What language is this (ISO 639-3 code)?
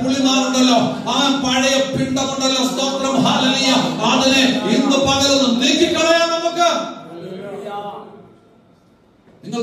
mal